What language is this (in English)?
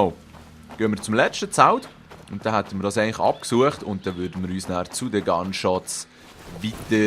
Swiss German